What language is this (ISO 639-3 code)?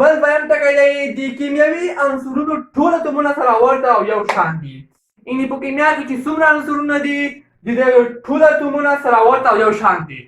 pus